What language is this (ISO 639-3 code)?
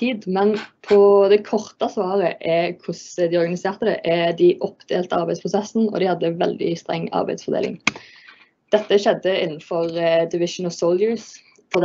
nor